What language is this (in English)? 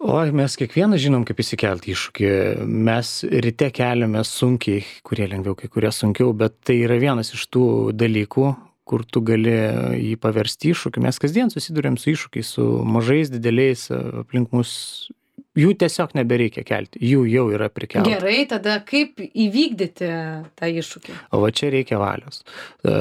Lithuanian